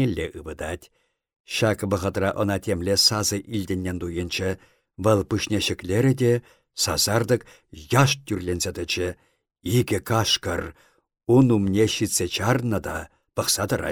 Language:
Chuvash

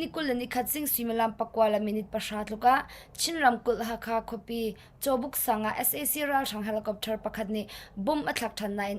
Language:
Hakha Chin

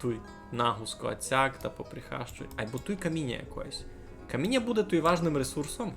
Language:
Rusyn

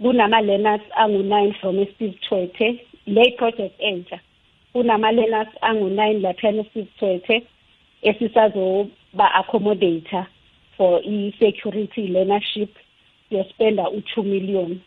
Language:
South Ndebele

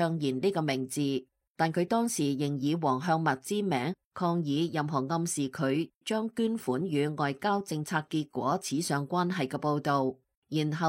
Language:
Cantonese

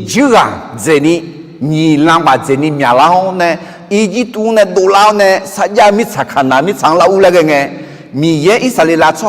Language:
Akha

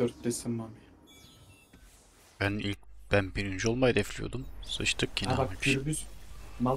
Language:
Turkish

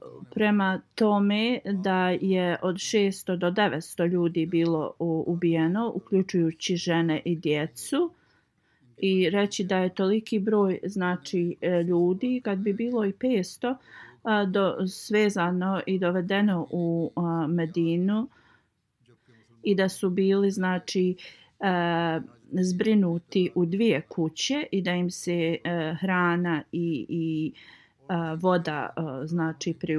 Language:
Bosnian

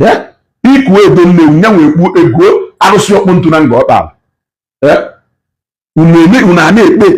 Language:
Igbo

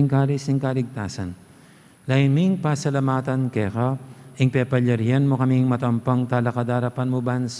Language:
Pampanga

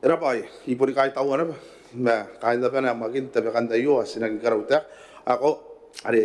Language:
Gilbertese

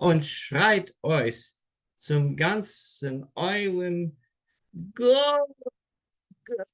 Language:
Yiddish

